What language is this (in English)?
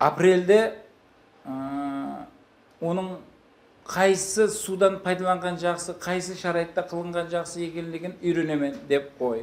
Kara-Kalpak